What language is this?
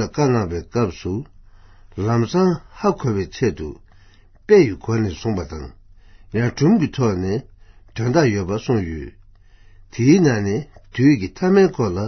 Tibetan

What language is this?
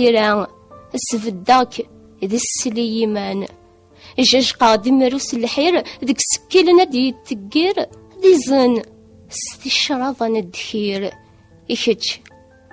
Kabyle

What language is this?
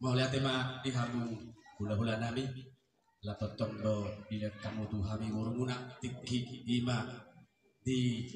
Batak Toba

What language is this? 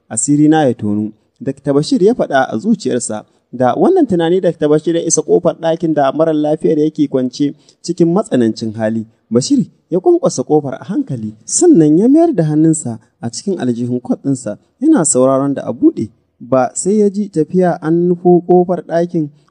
Hausa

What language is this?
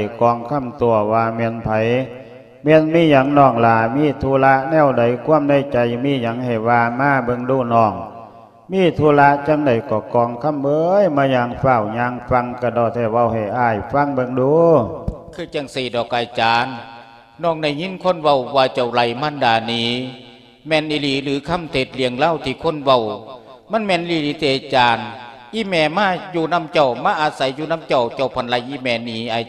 Lao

